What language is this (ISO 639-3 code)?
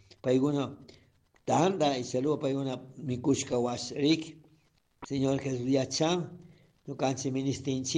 qug